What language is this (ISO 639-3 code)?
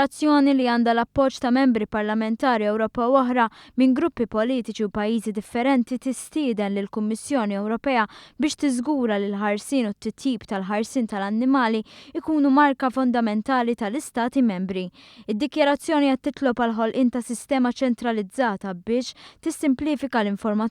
mlt